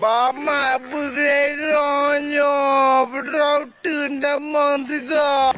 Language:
Achinese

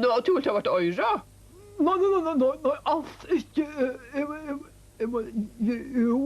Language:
Faroese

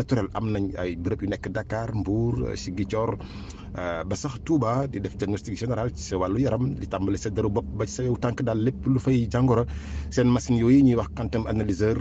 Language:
Wolof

